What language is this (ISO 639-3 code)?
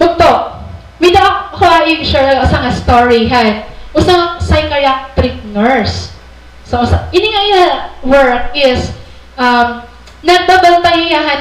war